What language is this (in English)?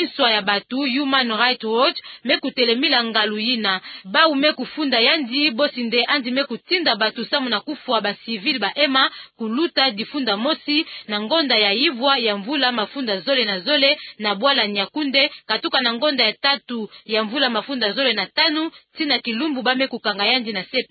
Kituba (Democratic Republic of Congo)